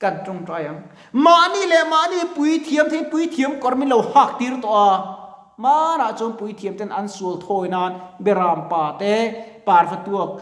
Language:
Mizo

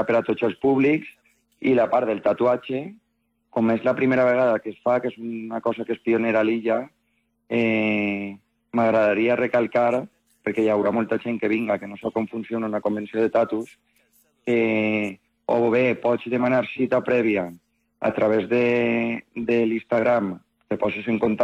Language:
Catalan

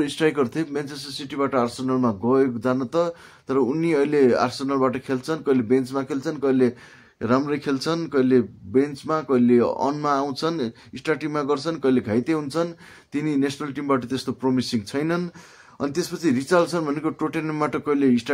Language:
Nepali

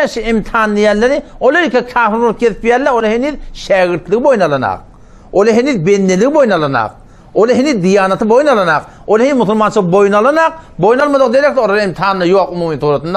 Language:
Turkmen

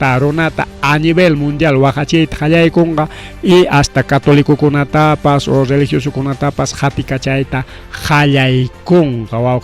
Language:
Ayacucho Quechua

